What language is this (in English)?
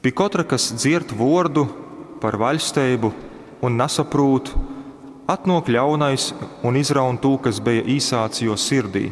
Latgalian